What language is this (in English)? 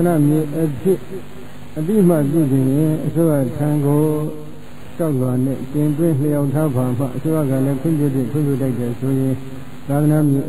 Burmese